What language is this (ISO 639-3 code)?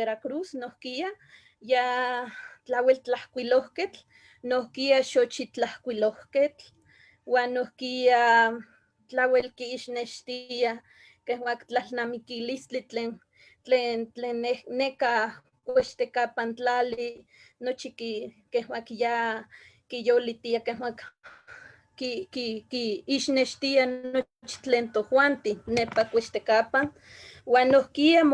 nhe